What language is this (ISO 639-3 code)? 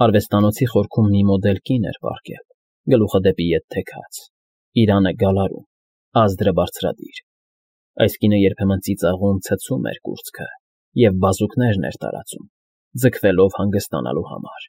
hye